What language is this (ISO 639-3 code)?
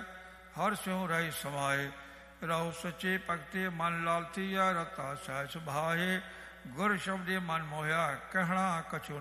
pan